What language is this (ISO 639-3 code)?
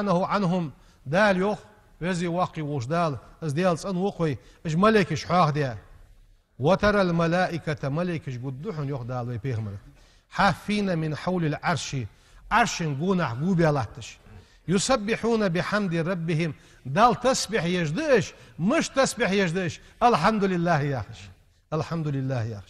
inh